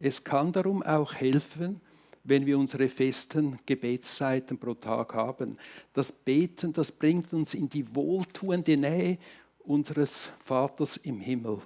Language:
Swiss German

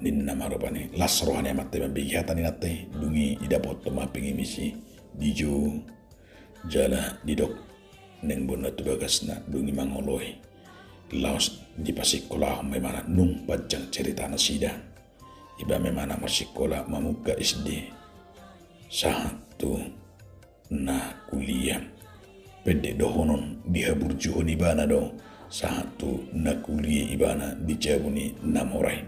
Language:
Batak Toba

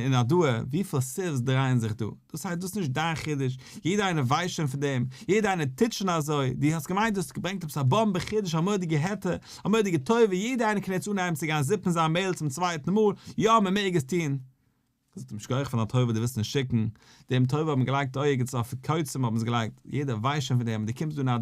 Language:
Yiddish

